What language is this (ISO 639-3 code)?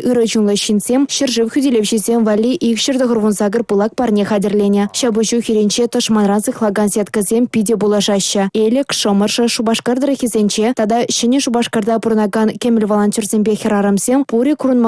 chv